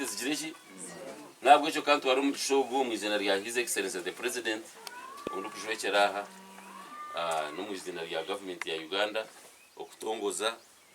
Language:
Nyankole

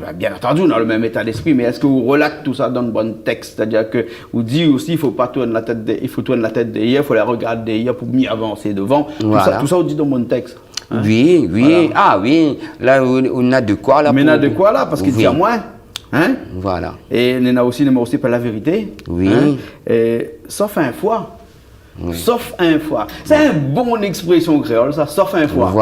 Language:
Réunion Creole French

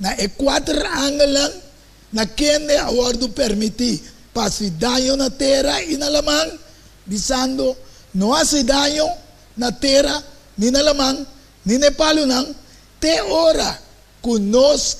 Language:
Papiamento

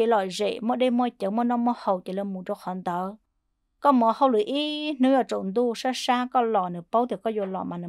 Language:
Vietnamese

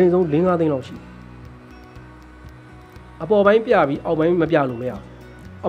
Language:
Burmese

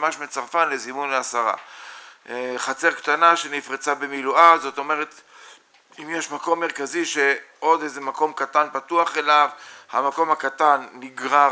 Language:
Hebrew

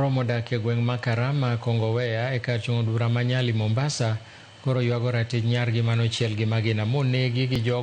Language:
Luo (Kenya and Tanzania)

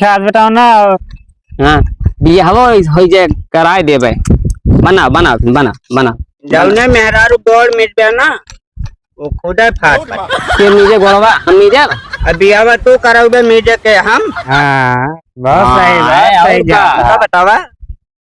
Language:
Awadhi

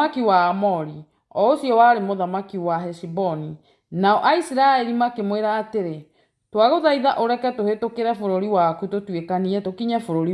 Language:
Kikuyu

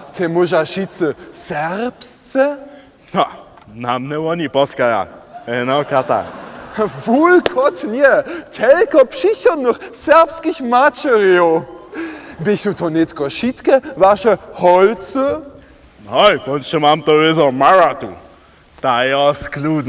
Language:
Upper Sorbian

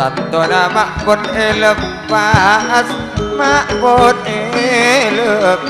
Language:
Madurese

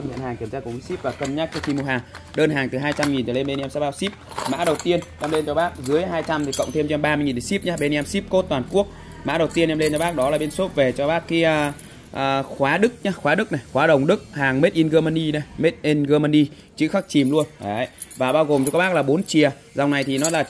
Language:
Vietnamese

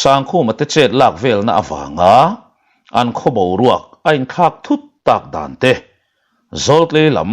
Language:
Mizo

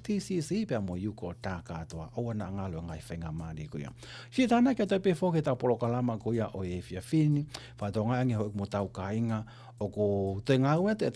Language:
Tongan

